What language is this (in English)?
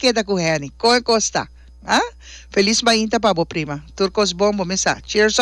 Papiamento